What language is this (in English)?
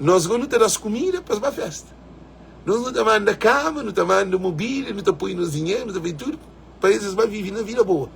Kabuverdianu